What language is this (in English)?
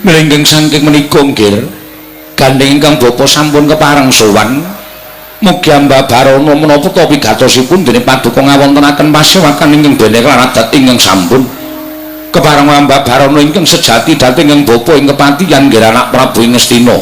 Javanese